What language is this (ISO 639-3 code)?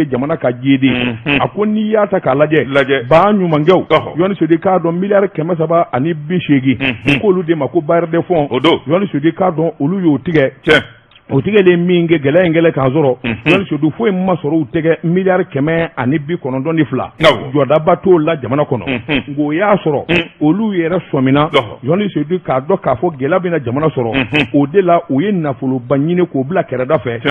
bam